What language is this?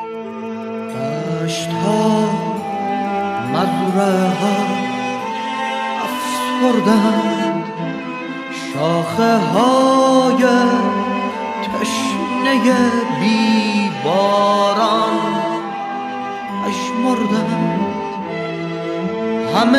Persian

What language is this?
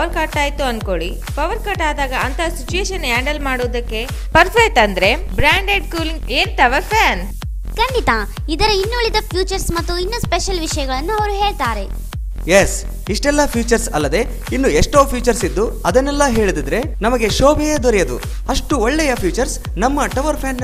Kannada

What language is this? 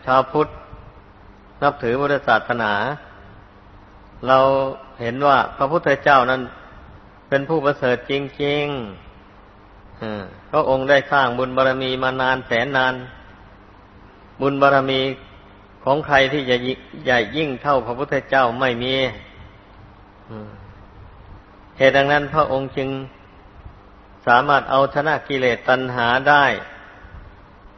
Thai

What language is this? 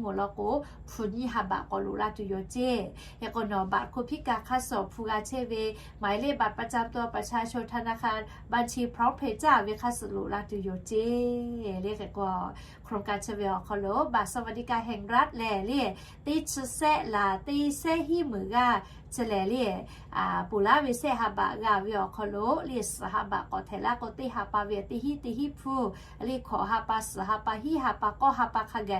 Lahu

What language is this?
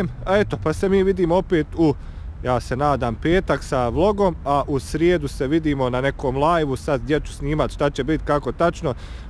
Bosnian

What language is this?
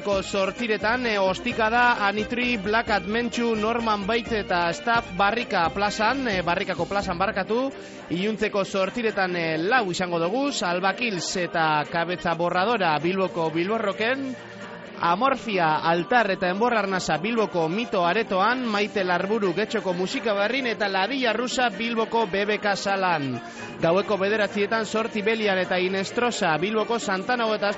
Basque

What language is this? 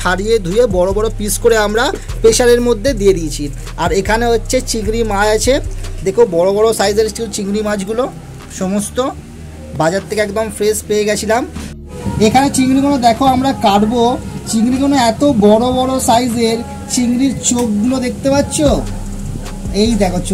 Bangla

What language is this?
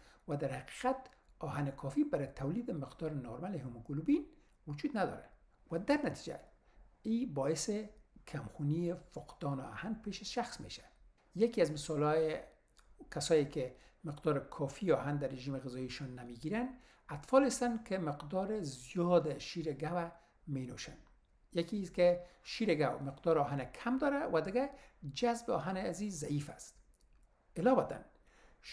Persian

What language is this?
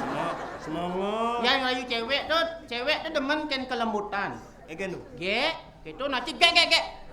Balinese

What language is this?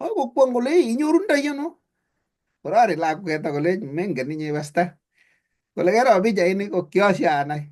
Kalenjin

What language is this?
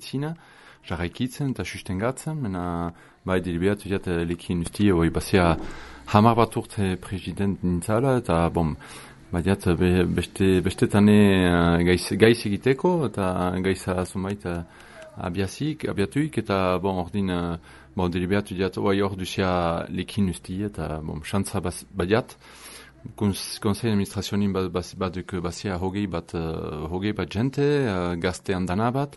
Basque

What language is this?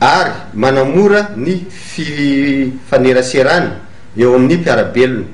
Malagasy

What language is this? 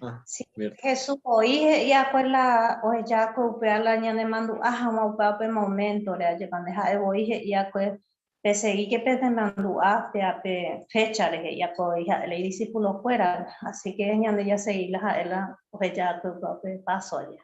Guarani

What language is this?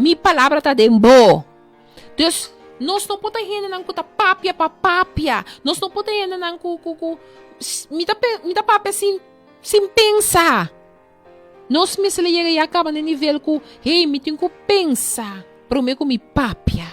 Papiamento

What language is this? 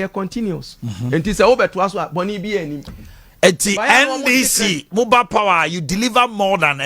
Akan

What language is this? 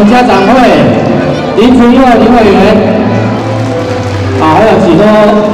Chinese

